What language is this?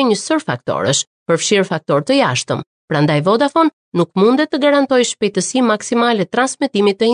Albanian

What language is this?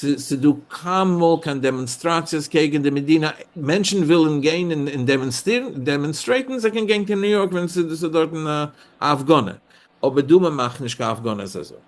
Yiddish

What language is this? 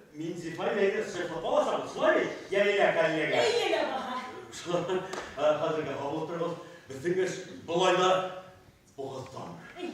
Bashkir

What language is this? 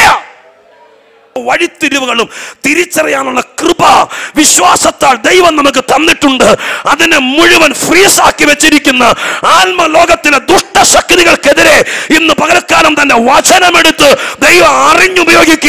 Malayalam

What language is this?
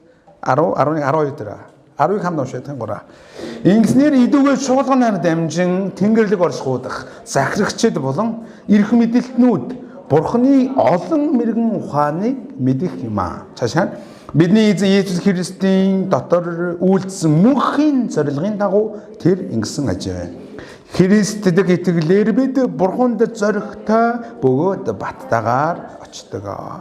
Mongolian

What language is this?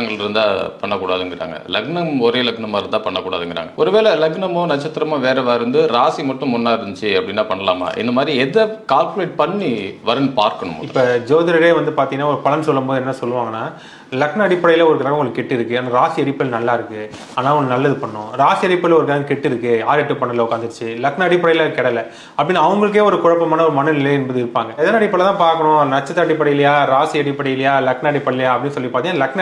Tamil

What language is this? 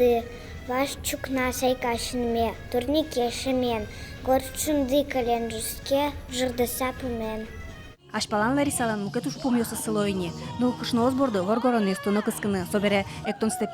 Udmurt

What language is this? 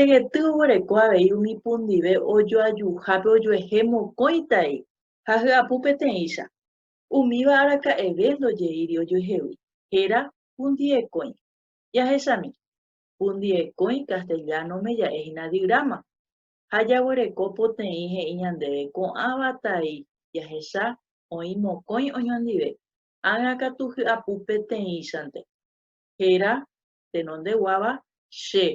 Guarani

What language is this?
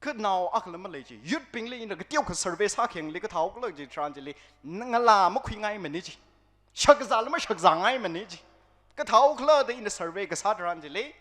Tangkhul Naga (India)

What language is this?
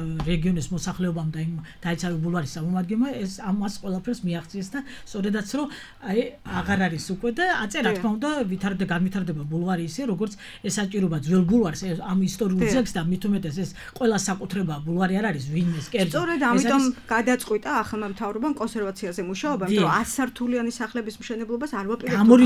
Georgian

